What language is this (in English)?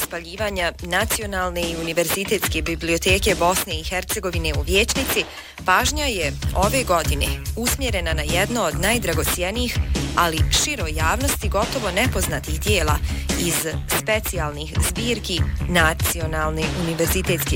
Bosnian